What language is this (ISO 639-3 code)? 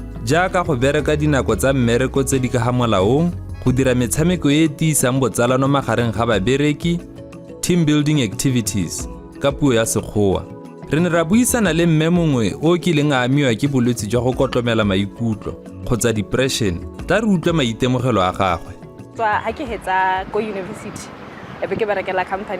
tsn